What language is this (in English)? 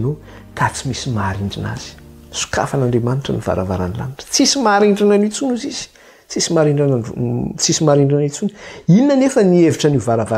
Malagasy